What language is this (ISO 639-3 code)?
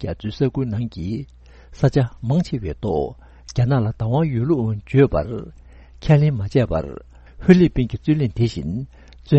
bod